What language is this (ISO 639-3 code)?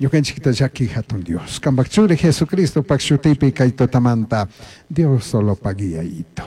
qug